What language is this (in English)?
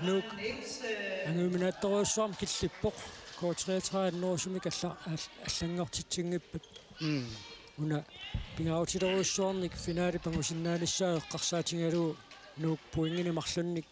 Kalaallisut